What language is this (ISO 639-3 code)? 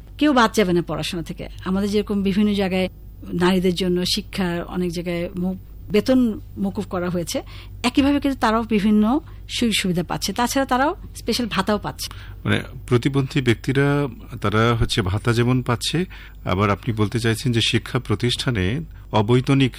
ben